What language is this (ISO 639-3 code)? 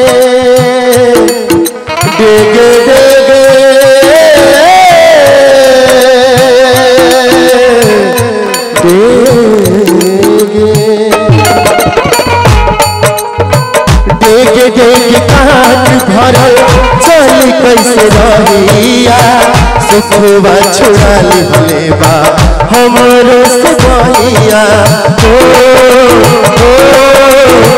bho